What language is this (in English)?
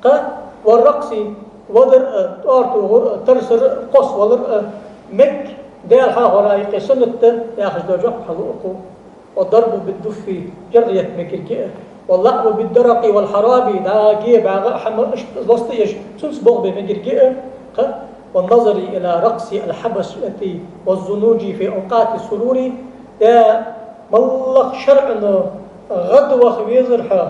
Ingush